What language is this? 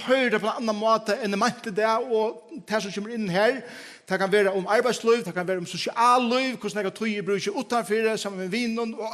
Faroese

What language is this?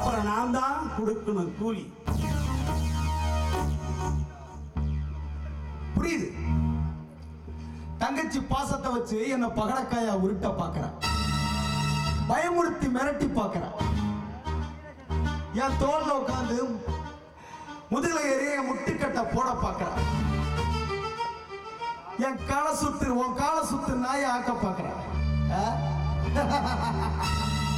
Tamil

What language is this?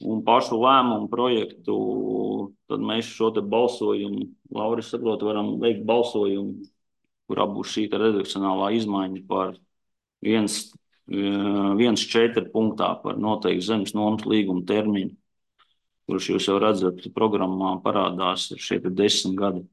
Latvian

